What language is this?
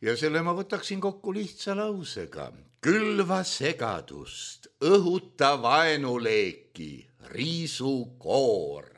Estonian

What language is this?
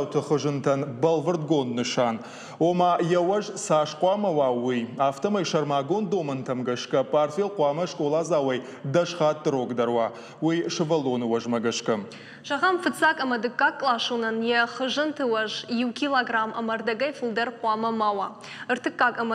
Ossetic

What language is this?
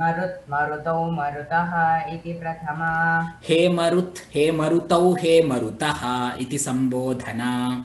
Sanskrit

